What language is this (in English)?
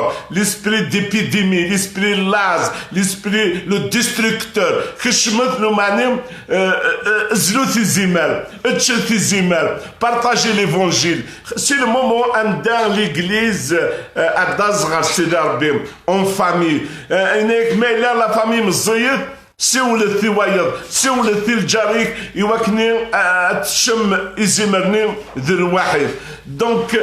Kabyle